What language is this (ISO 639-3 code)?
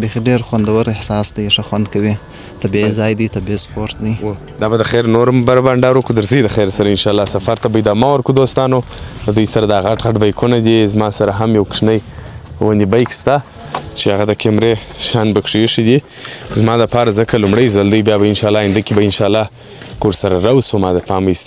pus